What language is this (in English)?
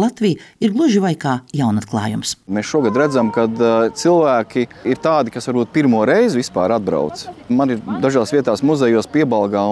Latvian